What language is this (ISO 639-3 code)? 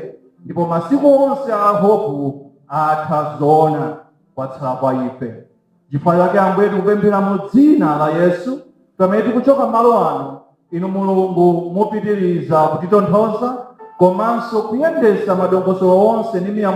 nya